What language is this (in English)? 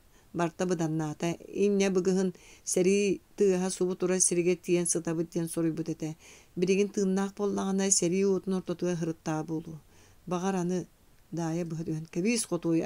Yakut